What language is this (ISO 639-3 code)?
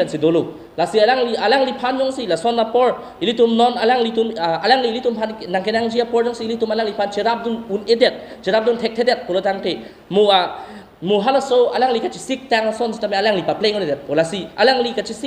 mjw